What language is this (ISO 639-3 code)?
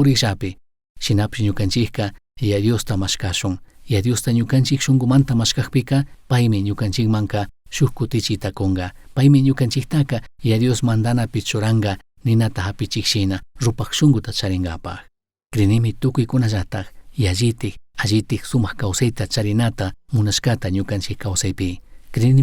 qug